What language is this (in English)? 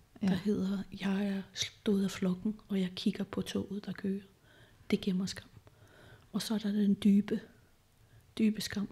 Danish